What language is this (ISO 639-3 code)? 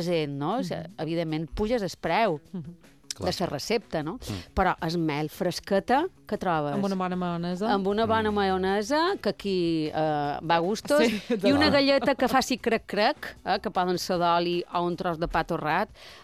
cat